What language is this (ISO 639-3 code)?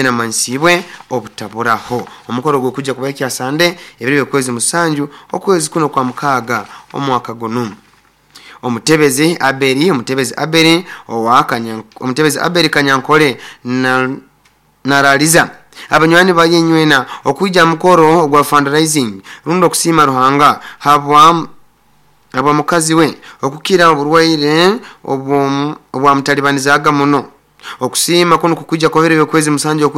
nyo